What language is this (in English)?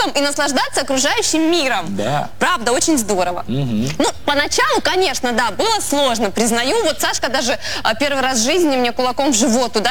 Russian